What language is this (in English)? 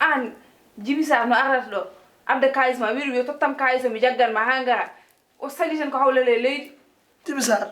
Fula